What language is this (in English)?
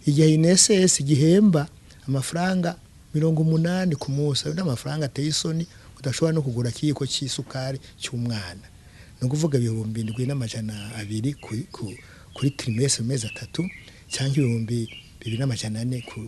Rundi